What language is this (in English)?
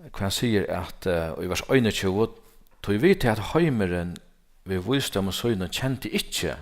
Faroese